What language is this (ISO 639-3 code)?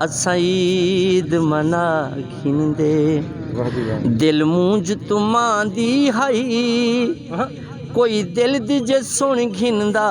skr